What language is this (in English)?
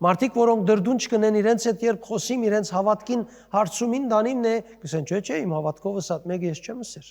Western Armenian